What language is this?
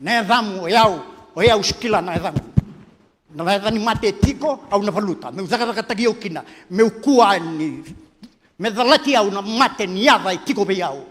Fijian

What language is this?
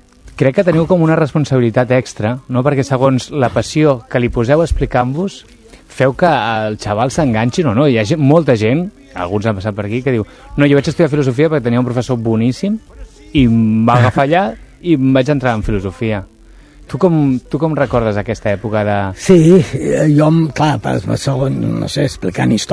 Catalan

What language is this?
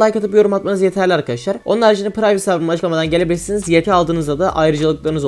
Turkish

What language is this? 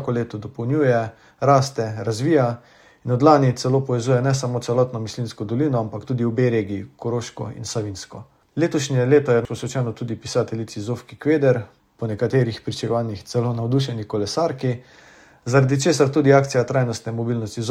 Slovenian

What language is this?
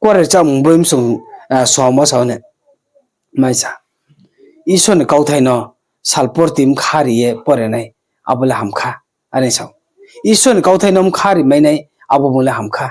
Riang (India)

